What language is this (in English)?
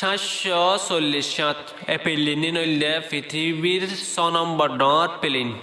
Rohingya